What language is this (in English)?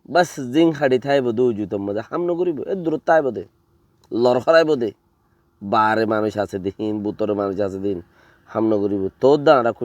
Rohingya